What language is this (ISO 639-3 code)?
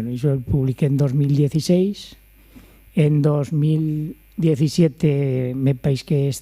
arg